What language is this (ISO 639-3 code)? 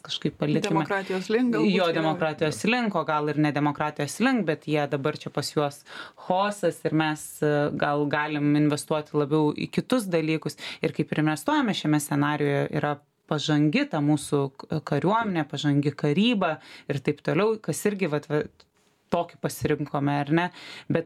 lit